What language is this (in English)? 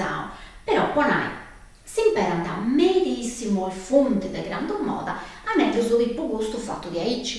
Sardinian